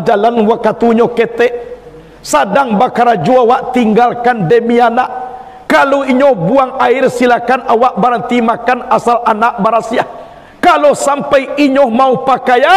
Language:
Minangkabau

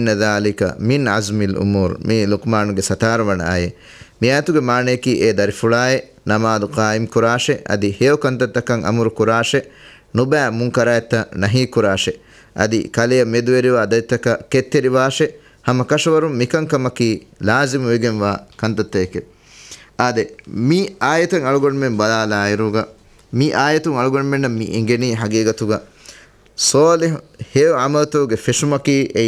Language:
Divehi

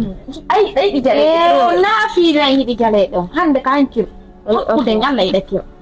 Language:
Fula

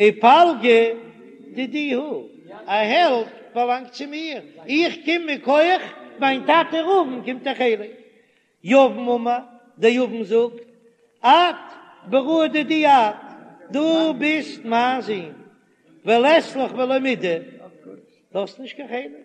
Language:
Yiddish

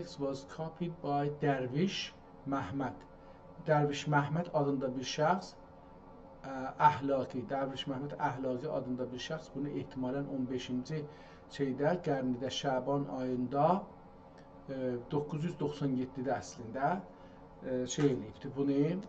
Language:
South Azerbaijani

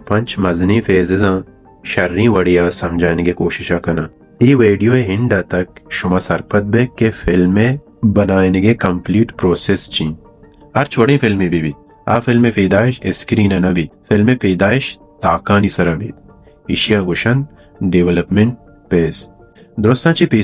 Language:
Baluchi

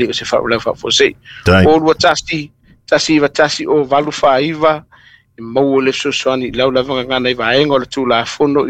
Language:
Samoan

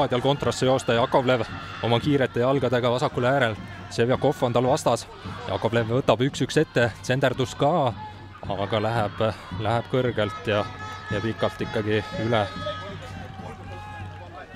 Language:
Estonian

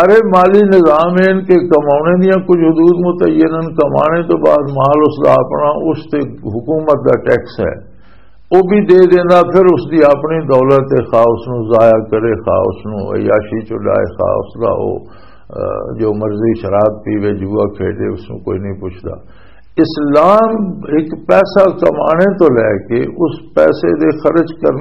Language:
Western Panjabi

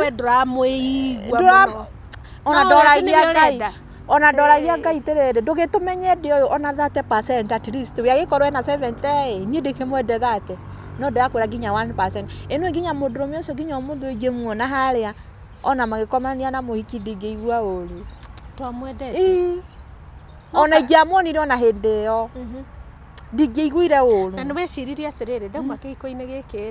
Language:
Kikuyu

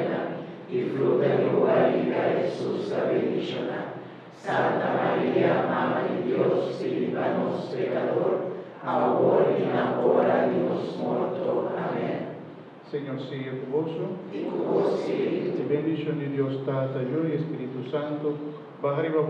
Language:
Papiamento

